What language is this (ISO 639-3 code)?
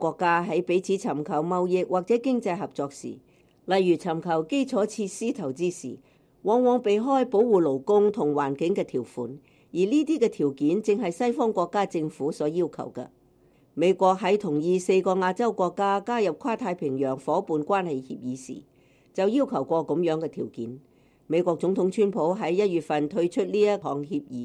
yue